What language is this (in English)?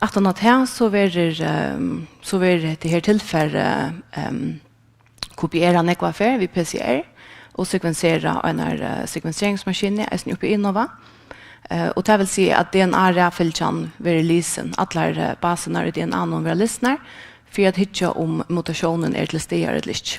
Faroese